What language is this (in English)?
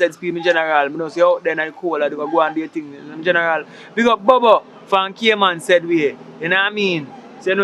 Jamaican Creole English